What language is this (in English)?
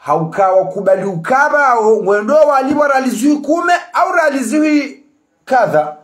Ngazidja Comorian